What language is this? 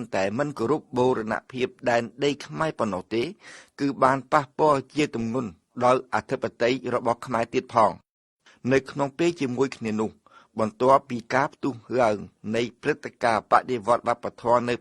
Khmer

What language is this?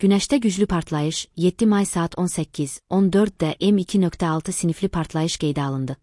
Azerbaijani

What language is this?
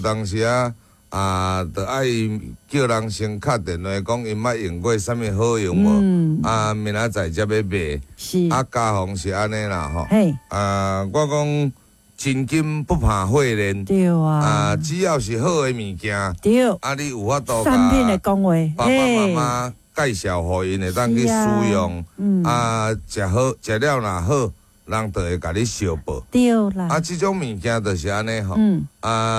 Min Nan Chinese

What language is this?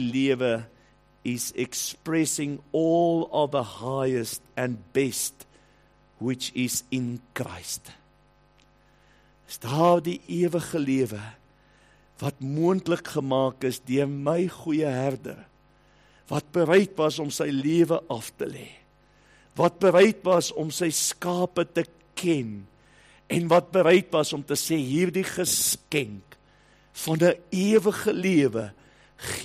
Afrikaans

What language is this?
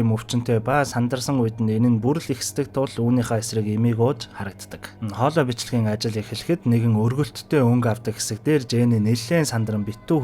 Mongolian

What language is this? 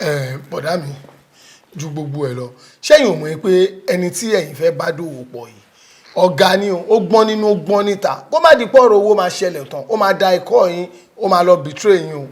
Yoruba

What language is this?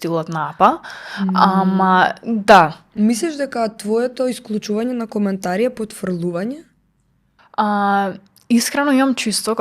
Macedonian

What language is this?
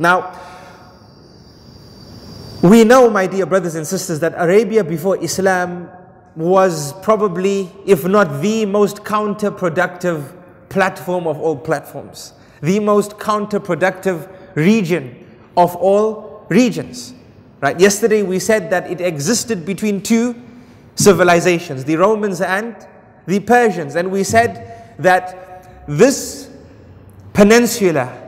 English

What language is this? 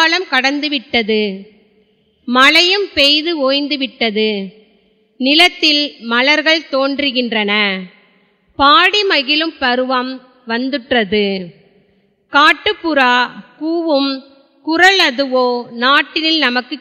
Tamil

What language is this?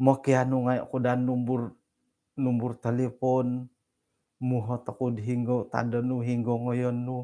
Central Dusun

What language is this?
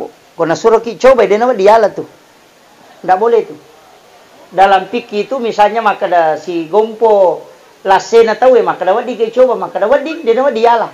Buginese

